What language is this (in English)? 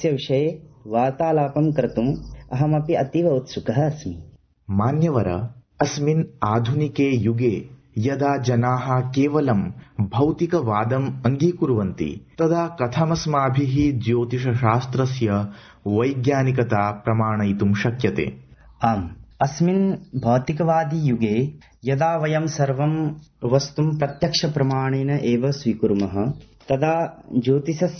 Sanskrit